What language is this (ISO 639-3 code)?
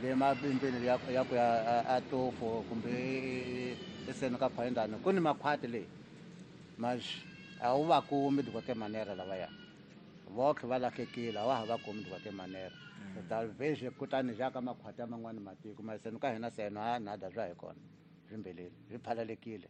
tso